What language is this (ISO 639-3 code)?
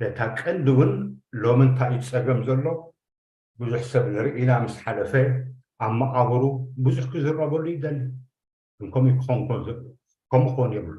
tir